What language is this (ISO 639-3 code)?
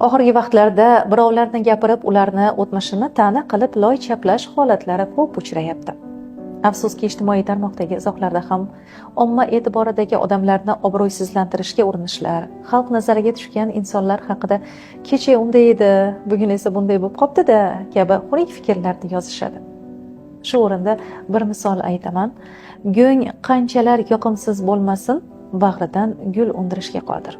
uzb